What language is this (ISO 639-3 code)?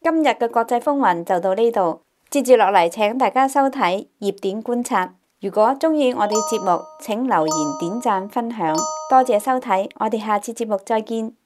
yue